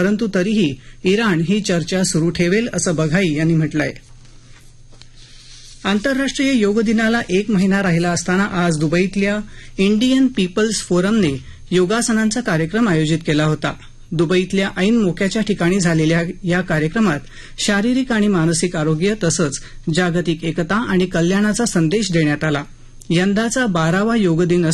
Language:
Marathi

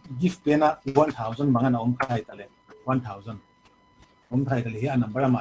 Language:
Paite Chin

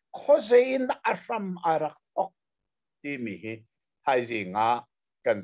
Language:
Hakha Chin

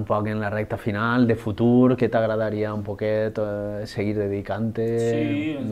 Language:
Catalan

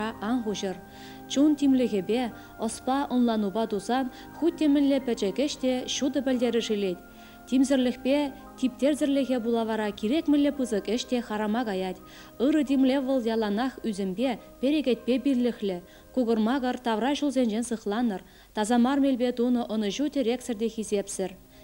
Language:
Chuvash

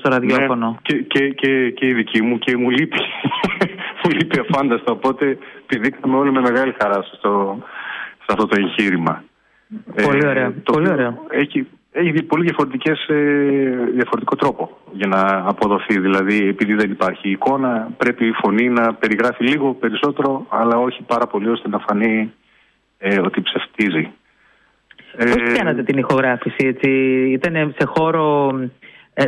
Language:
Greek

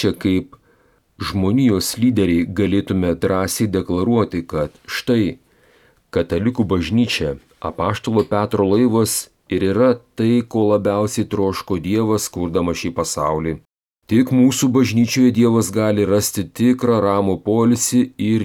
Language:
Lithuanian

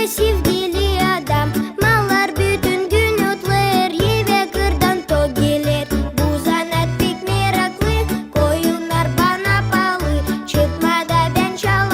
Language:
Gagauz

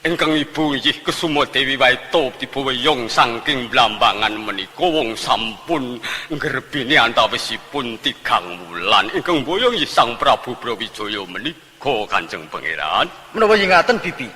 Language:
Javanese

